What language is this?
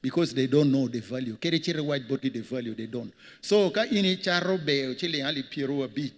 Acoli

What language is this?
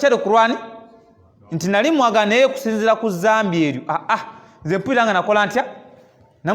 Ganda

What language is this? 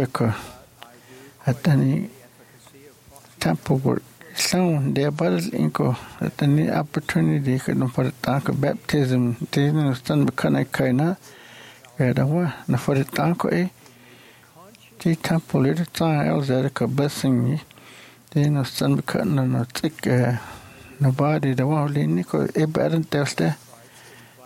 English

